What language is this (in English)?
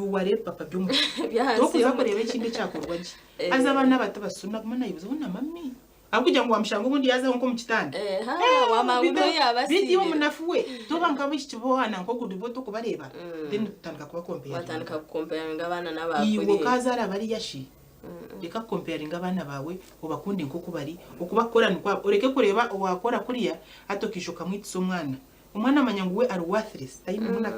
Nyankole